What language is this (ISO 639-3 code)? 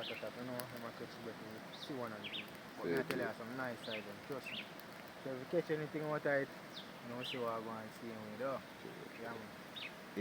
jam